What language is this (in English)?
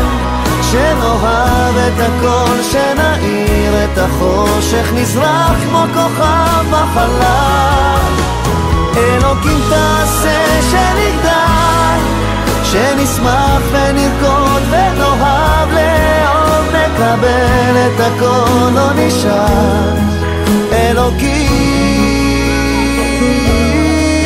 Hebrew